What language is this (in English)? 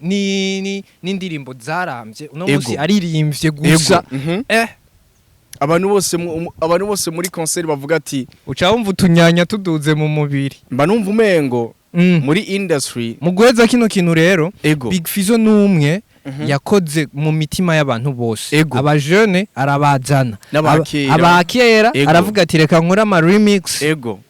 Rundi